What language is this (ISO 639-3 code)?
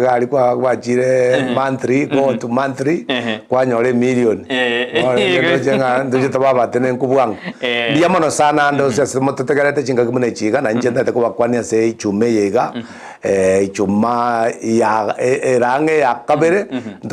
guz